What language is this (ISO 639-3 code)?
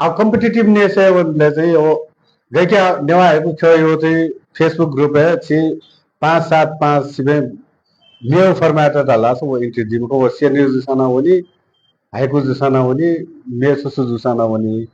new